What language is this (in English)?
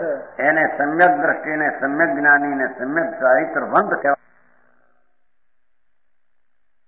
Gujarati